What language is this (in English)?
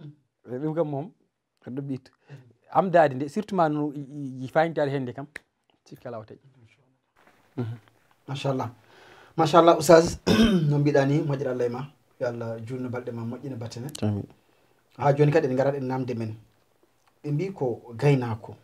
Fula